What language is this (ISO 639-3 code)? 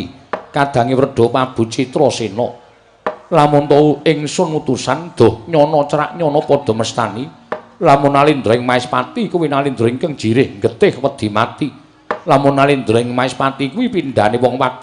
jav